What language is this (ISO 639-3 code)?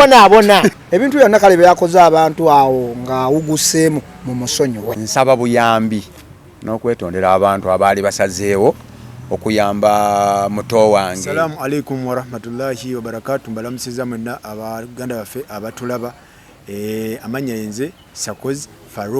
lug